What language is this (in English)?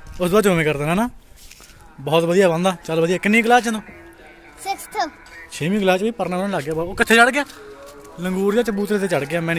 Punjabi